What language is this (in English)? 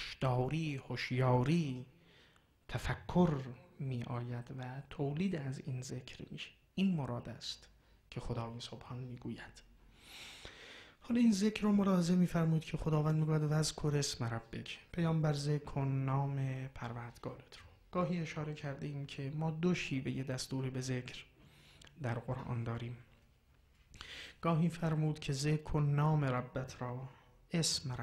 Persian